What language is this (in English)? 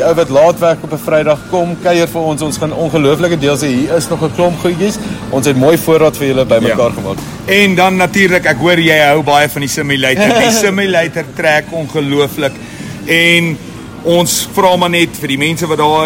Afrikaans